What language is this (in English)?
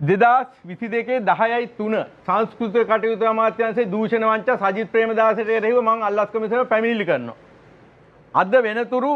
Sinhala